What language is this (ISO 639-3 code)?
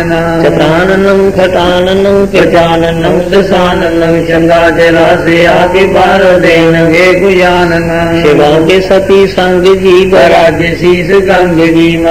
pan